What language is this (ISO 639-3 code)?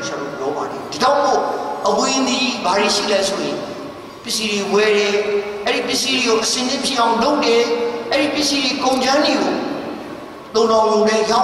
mya